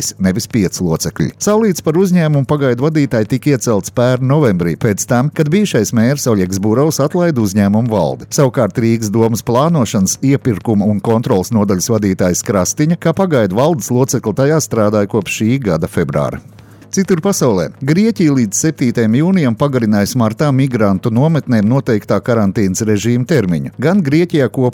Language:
Latvian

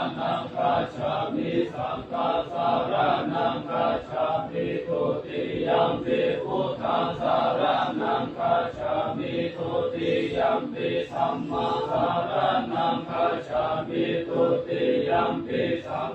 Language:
Pali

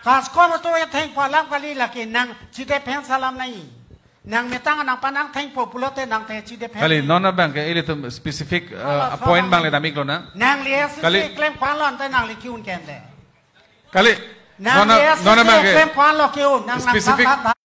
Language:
Karbi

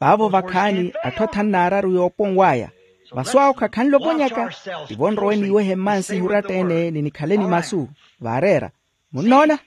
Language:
Makhuwa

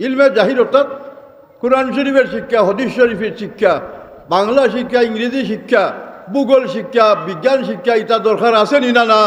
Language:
Sylheti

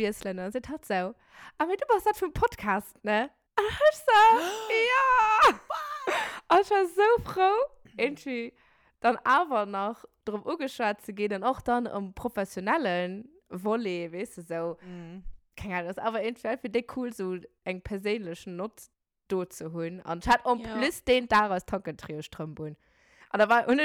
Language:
Luxembourgish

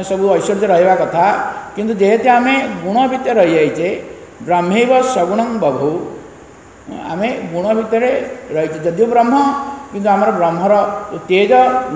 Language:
Odia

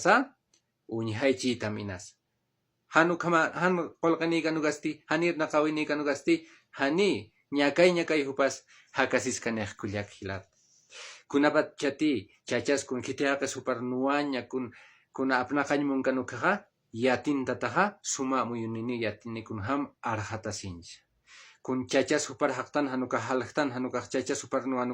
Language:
Aymara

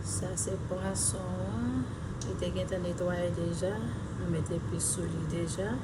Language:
Haitian Creole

